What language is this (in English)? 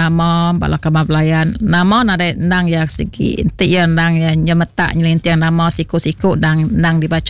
Iban